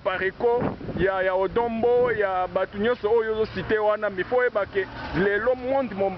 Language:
Lingala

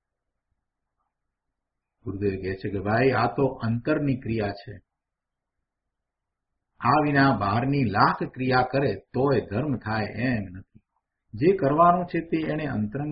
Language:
Gujarati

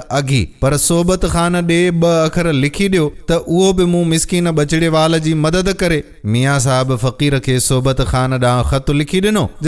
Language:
Sindhi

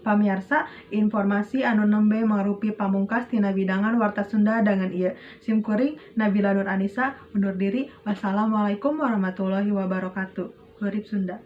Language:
Sundanese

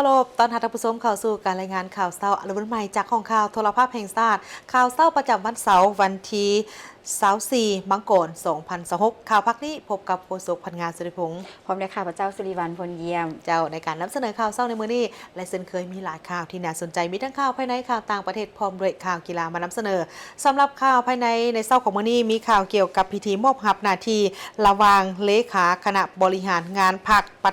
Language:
Lao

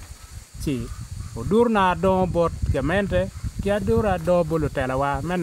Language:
Acoli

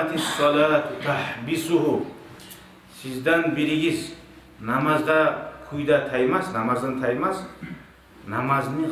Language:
Kumyk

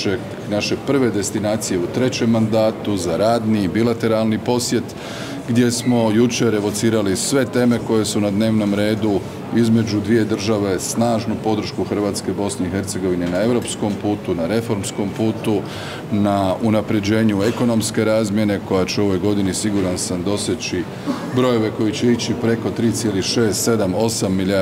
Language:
Croatian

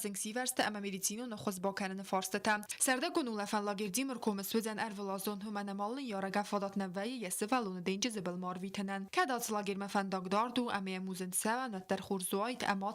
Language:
Ossetic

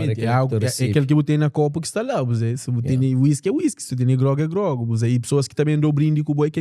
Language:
Kabuverdianu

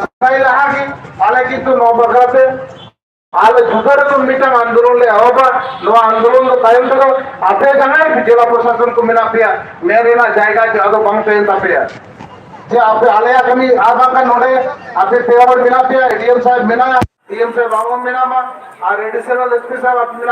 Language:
Santali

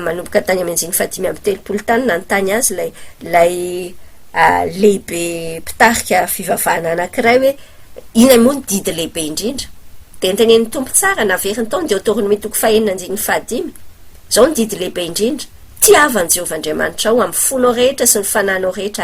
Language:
Malagasy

